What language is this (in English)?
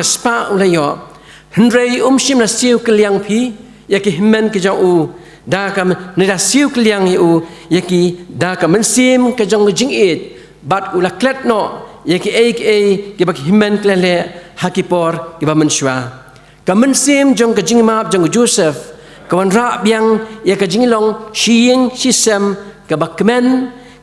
Khasi